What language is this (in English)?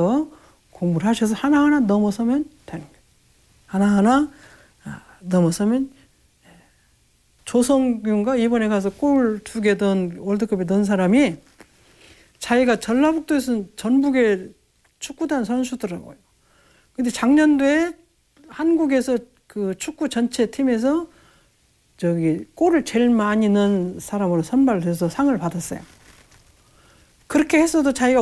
Korean